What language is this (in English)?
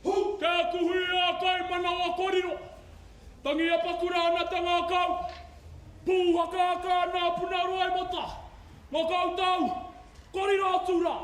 Māori